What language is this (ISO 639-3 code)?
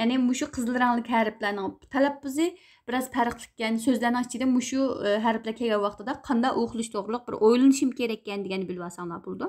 uig